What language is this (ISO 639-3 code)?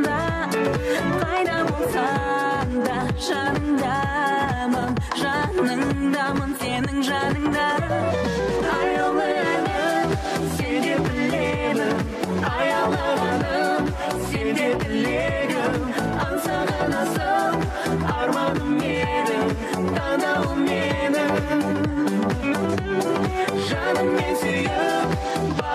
kaz